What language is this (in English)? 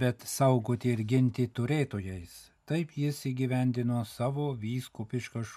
Lithuanian